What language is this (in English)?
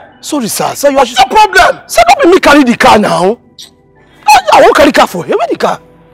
Nigerian Pidgin